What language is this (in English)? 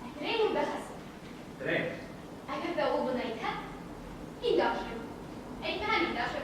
Bashkir